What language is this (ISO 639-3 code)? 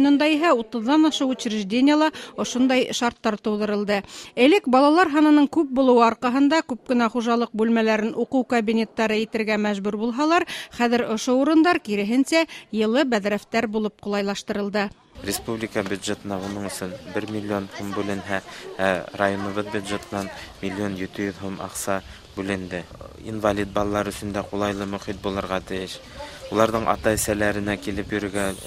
bak